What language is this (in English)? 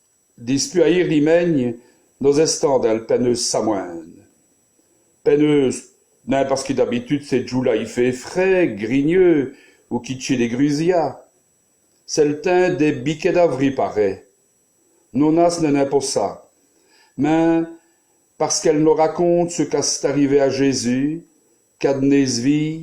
Walloon